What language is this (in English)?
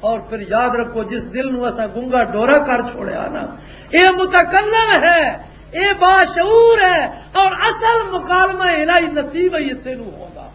Western Panjabi